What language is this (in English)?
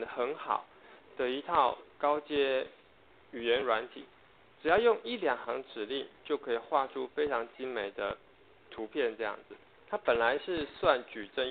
Chinese